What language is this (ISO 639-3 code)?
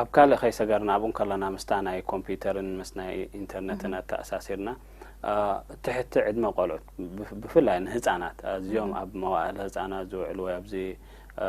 tir